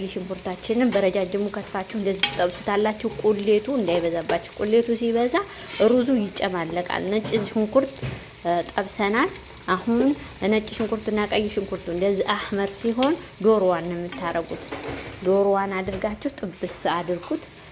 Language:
Amharic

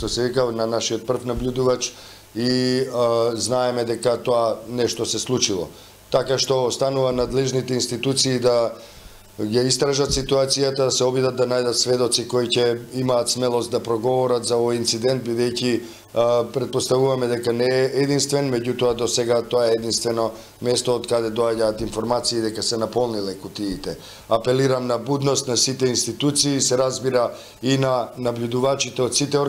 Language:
Macedonian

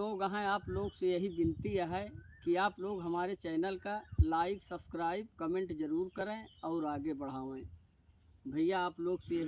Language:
Awadhi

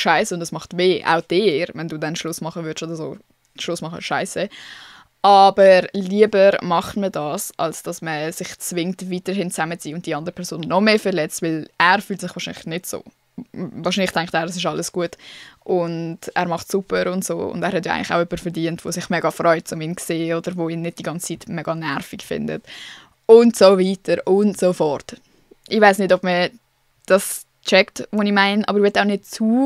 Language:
Swiss German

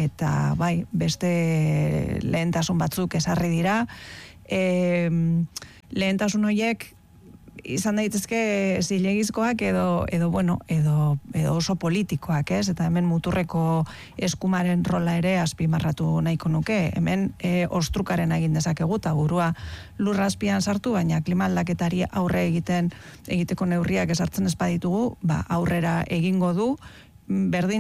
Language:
Basque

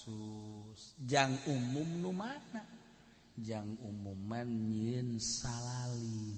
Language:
Sundanese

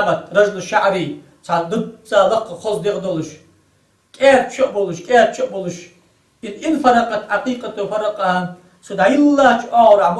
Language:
Ingush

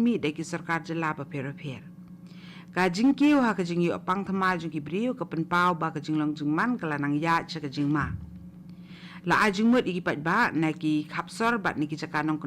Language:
Khasi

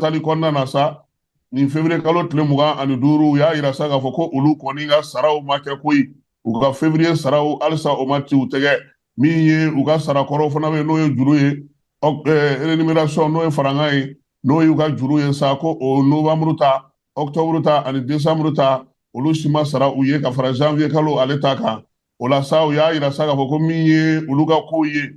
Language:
Bambara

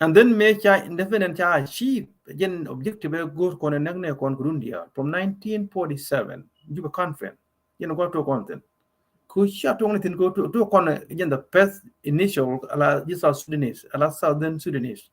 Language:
Nuer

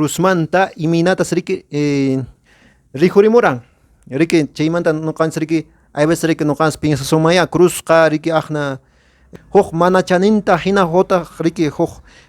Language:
Quechua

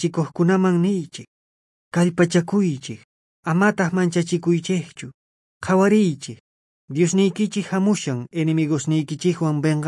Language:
South Bolivian Quechua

